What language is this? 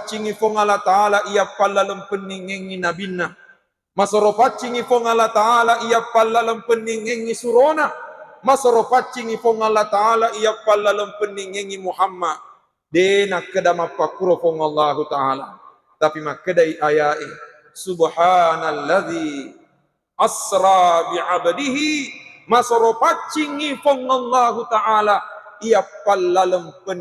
Buginese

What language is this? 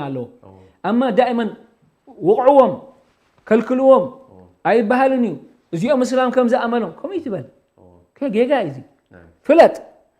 Tigrinya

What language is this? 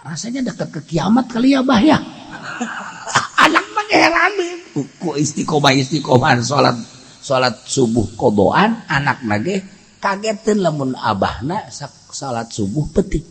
Sundanese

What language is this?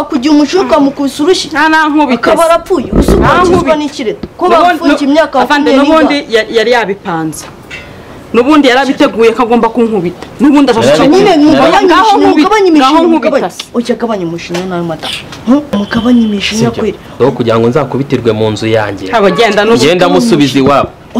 Kinyarwanda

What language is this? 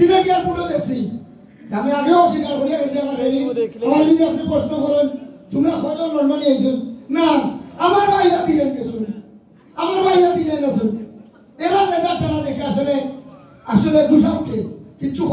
Sylheti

